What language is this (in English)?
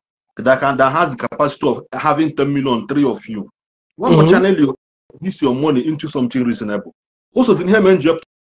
Igbo